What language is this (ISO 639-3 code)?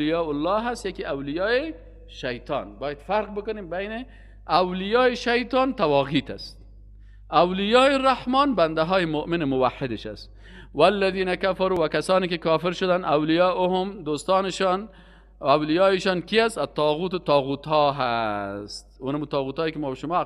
fas